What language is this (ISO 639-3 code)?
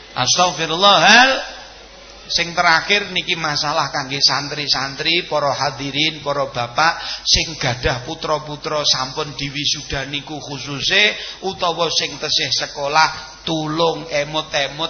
jav